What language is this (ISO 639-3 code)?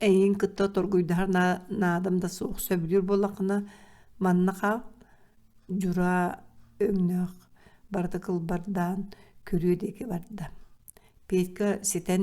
sah